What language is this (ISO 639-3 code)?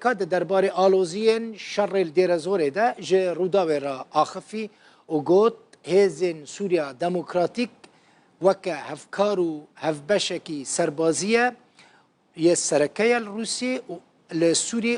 kur